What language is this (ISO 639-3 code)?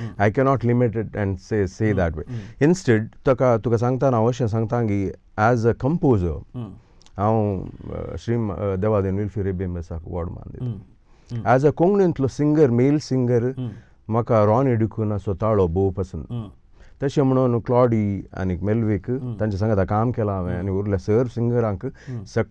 kok